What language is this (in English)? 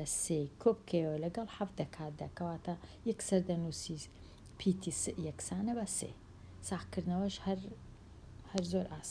Central Kurdish